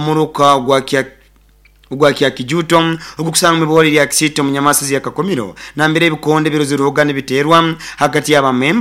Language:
Nyoro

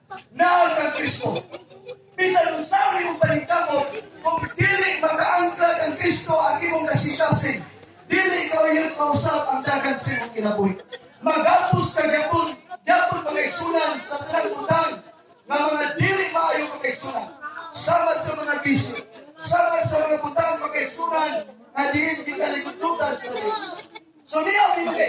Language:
Cebuano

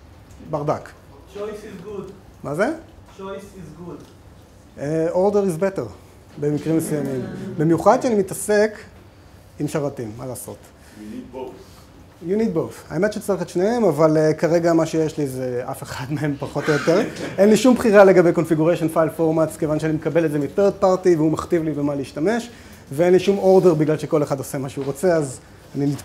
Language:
Hebrew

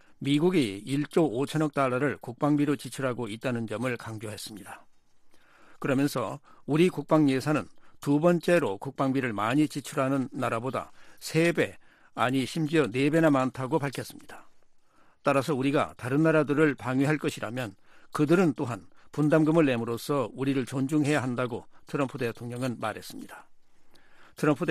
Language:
Korean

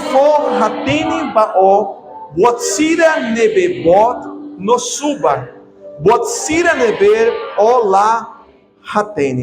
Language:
Tetum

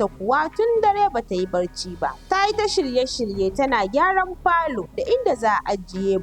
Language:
Hausa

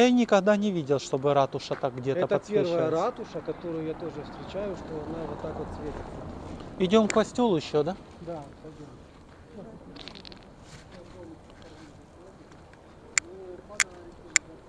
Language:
Russian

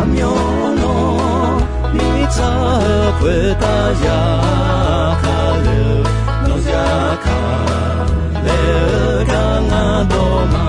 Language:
Akha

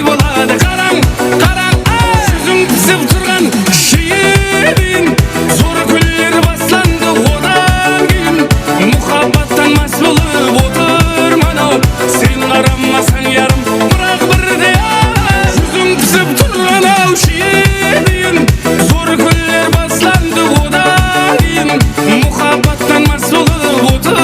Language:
Kara-Kalpak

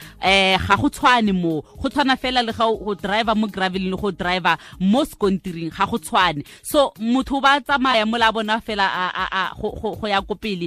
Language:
Tswana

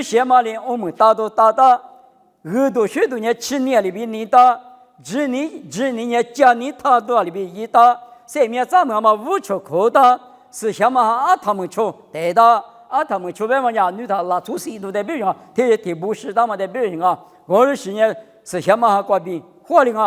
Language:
Lisu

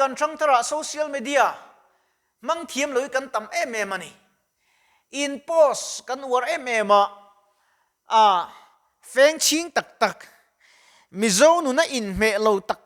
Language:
Mizo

